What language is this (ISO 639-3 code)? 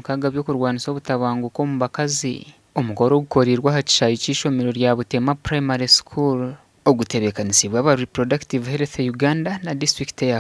nyn